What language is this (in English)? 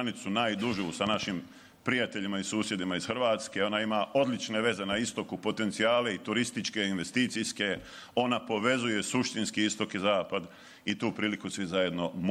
Bosnian